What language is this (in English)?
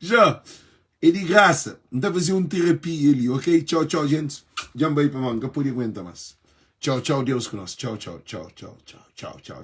Kabuverdianu